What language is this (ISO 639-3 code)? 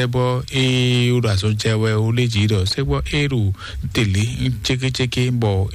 fon